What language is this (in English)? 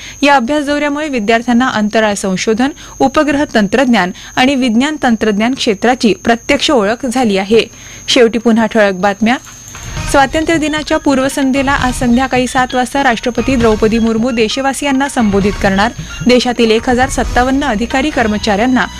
Marathi